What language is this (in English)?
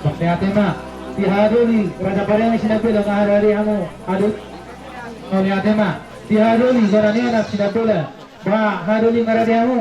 Batak Toba